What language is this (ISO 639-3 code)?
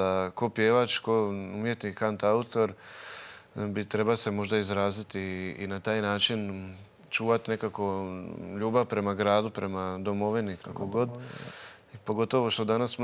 hrv